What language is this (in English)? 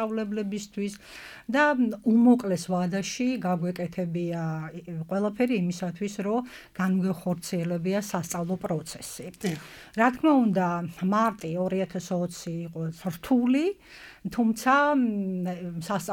Georgian